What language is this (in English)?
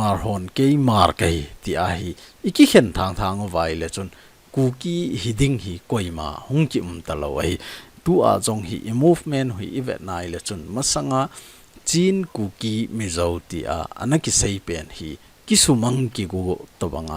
Thado Chin